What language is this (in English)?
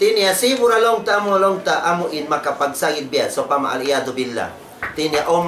Tausug